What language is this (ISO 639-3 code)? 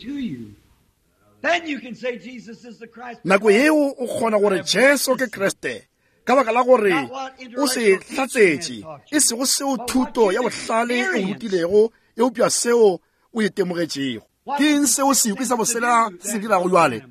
nso